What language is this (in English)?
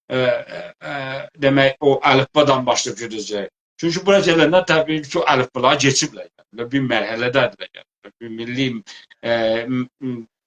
South Azerbaijani